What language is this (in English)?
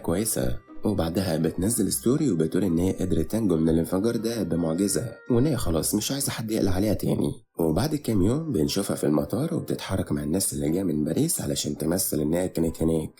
Egyptian Arabic